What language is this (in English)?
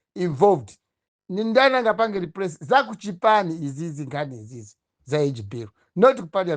Nyanja